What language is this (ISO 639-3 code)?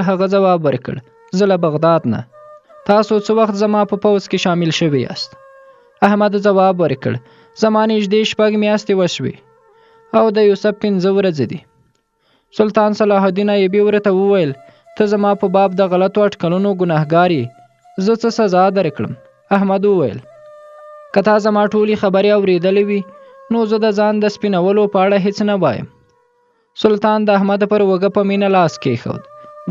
pus